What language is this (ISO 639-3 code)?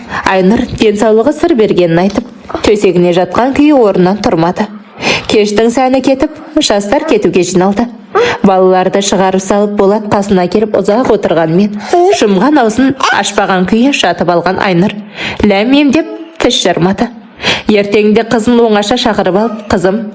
kaz